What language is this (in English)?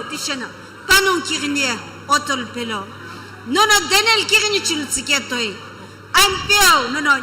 Sumi Naga